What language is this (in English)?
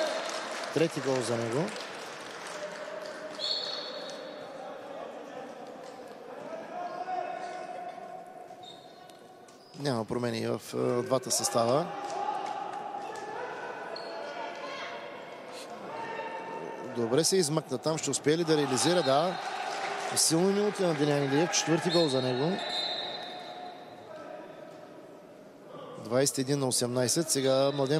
Bulgarian